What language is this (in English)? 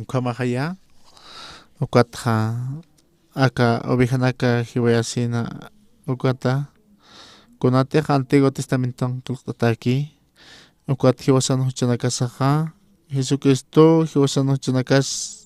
Aymara